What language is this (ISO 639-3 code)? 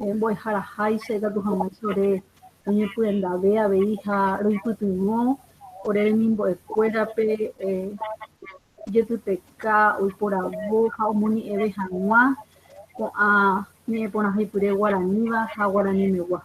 grn